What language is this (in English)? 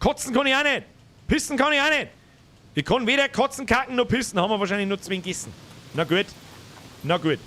Bavarian